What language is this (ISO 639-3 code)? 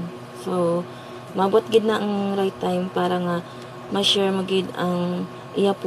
hil